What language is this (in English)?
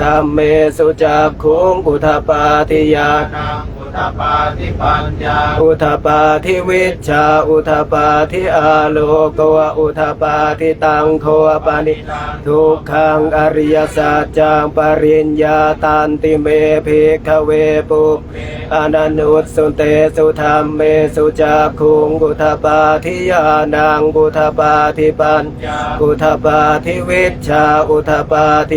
Pali